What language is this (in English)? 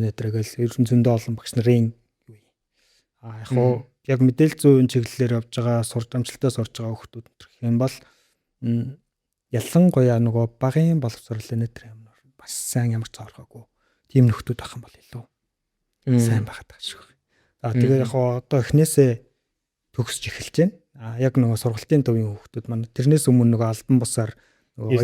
Mongolian